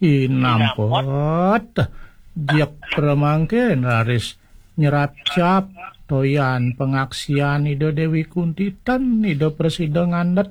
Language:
Balinese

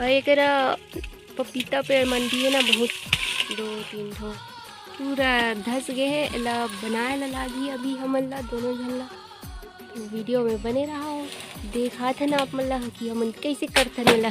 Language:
Chhattisgarhi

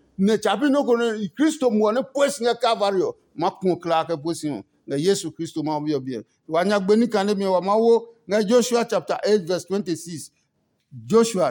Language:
Adangme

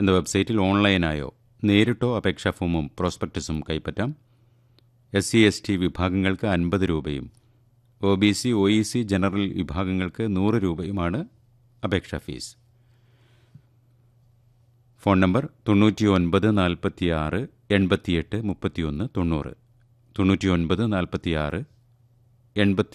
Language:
Malayalam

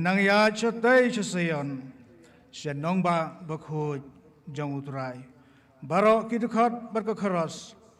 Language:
Khasi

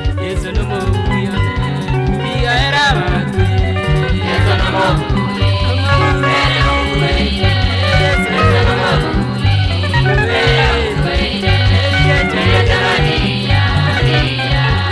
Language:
Gusii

